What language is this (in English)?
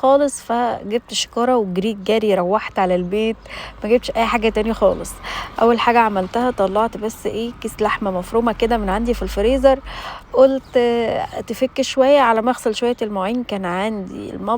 Egyptian Arabic